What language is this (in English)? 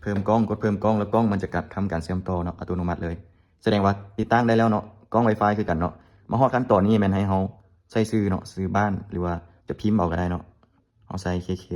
Lao